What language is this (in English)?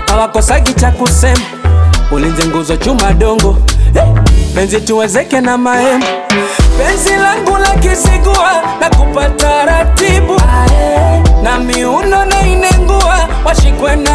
Swahili